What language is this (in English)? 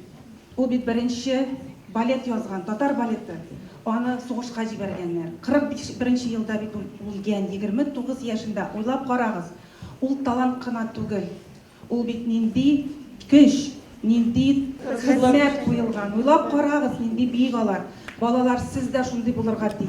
Tatar